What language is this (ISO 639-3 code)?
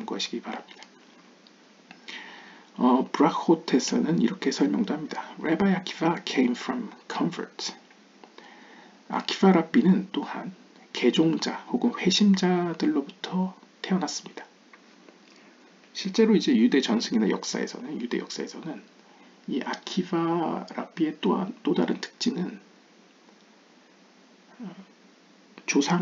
kor